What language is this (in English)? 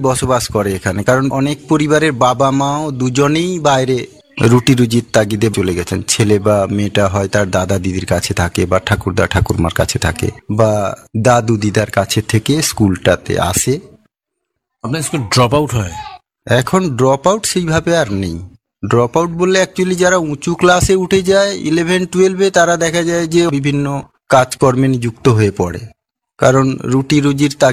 Bangla